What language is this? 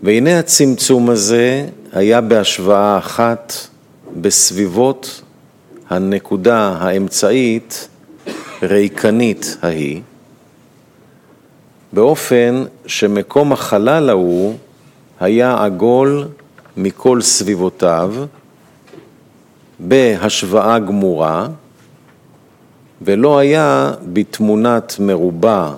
Hebrew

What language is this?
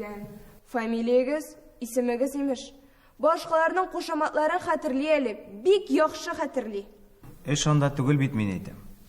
Tatar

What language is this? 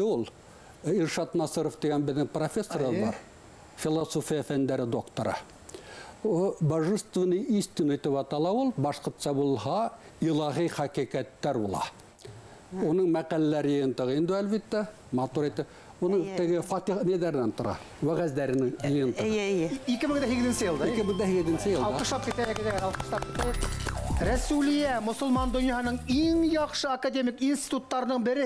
Bashkir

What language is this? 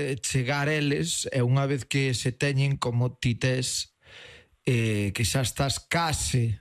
Galician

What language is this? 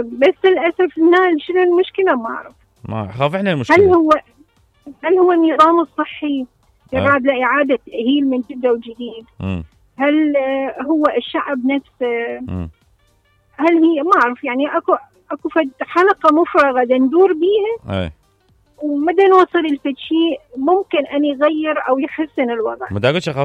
Mesopotamian Arabic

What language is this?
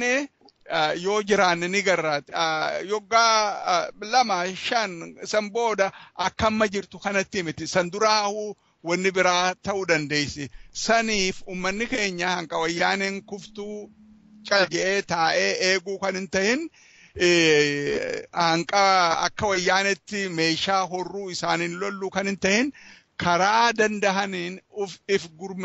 Oromo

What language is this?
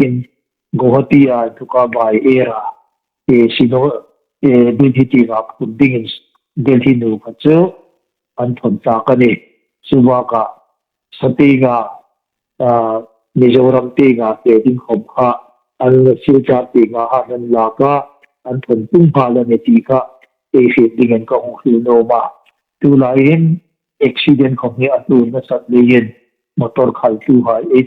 Hmar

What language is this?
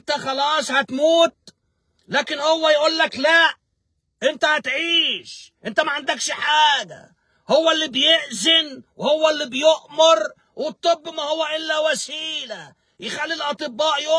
Egyptian Arabic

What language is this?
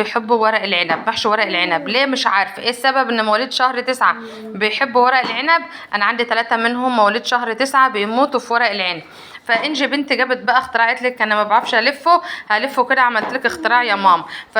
Egyptian Arabic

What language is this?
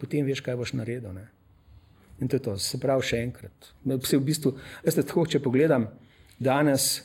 Slovenian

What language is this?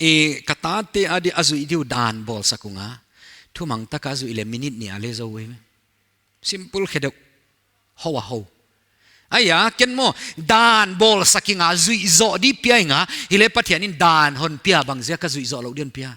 Paite Chin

